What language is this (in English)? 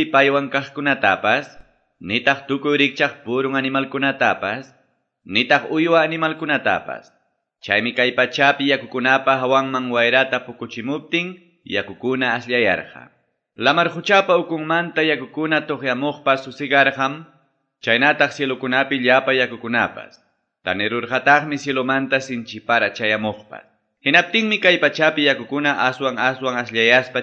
Quechua